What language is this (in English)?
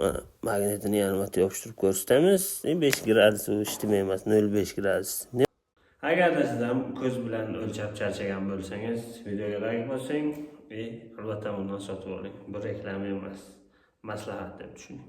Uzbek